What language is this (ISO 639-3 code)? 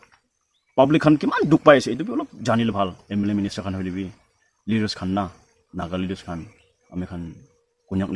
nag